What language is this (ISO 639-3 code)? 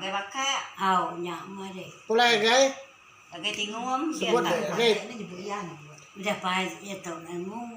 iba